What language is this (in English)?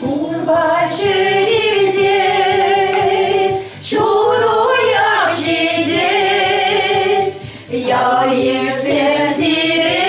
Chuvash